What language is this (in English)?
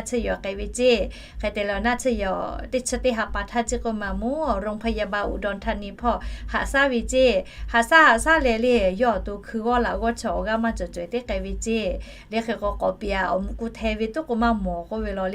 Lahu